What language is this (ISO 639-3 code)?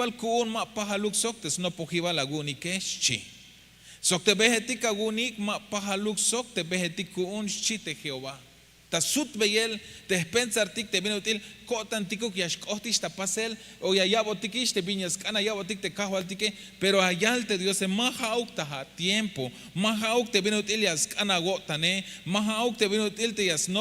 tzh